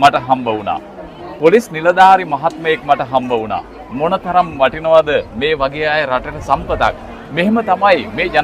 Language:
Sinhala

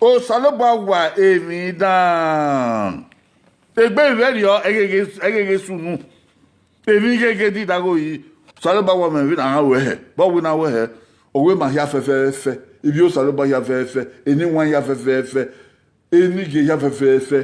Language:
Bini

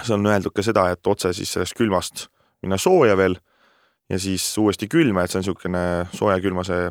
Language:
Estonian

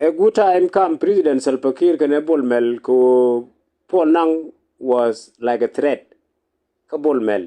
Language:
Nuer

